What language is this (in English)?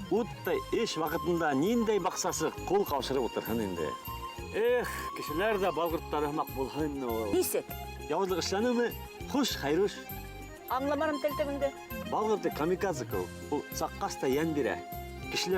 Bashkir